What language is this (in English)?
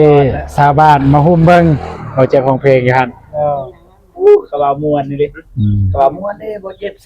Northeastern Thai